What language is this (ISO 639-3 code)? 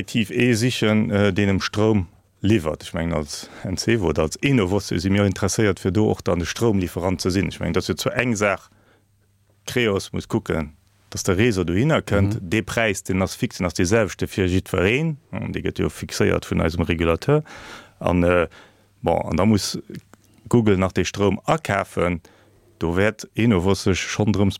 ltz